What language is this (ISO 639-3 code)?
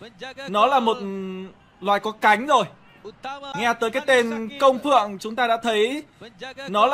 vie